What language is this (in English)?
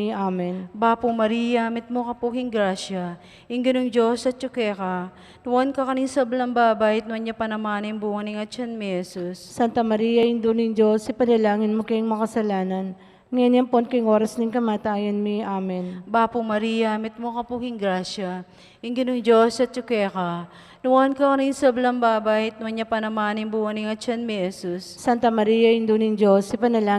Pampanga